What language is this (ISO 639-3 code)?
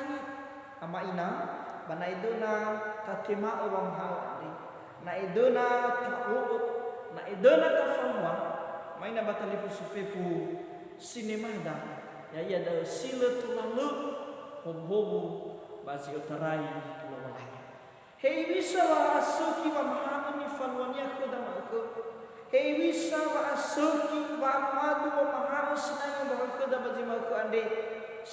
nia